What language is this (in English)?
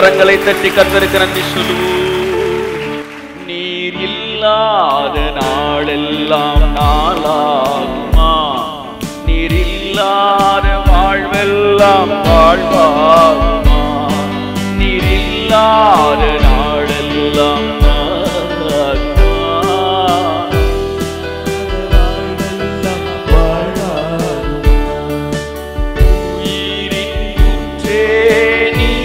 Tamil